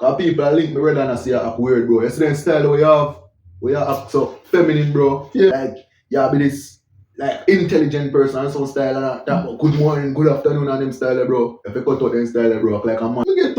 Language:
Jamaican Creole English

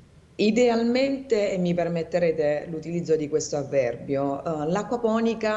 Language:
Italian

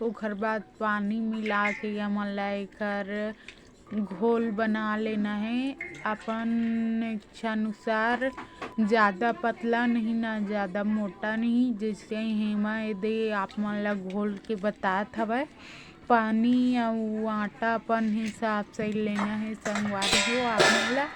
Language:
Chhattisgarhi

